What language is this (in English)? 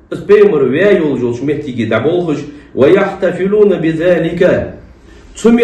Ingush